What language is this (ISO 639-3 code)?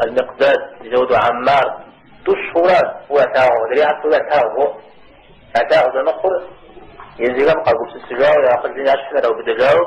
kbd